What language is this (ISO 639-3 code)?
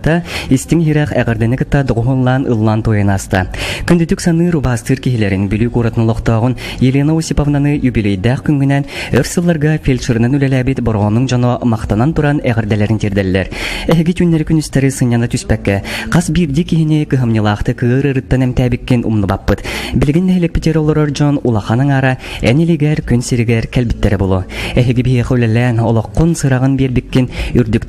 sah